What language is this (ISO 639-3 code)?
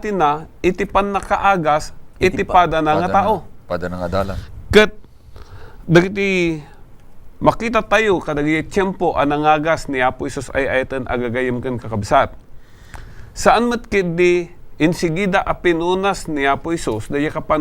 ilo